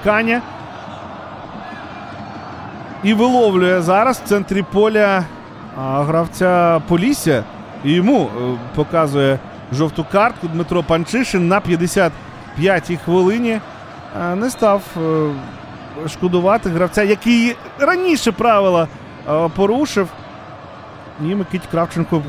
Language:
Ukrainian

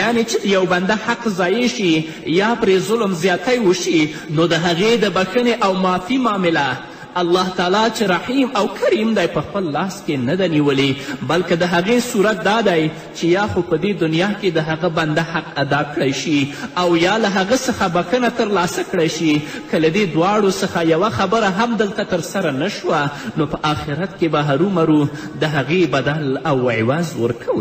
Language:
Pashto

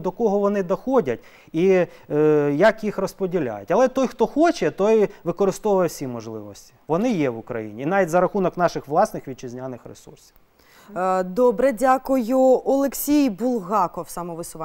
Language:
Ukrainian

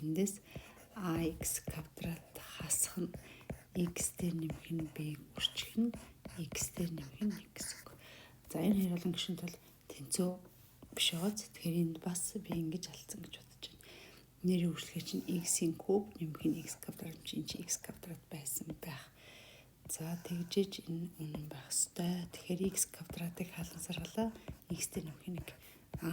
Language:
Mongolian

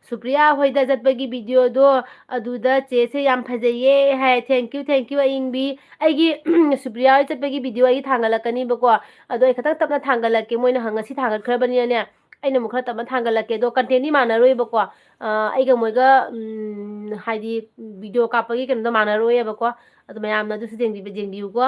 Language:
Manipuri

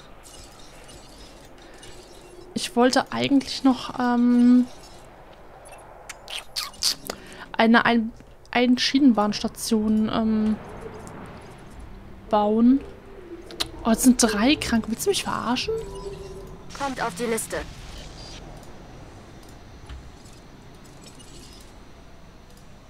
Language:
German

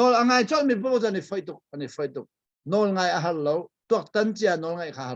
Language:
Hakha Chin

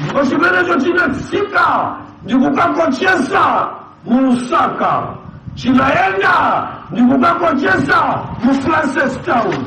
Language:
Nyanja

